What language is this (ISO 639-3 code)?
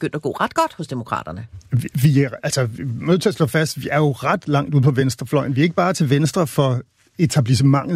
dan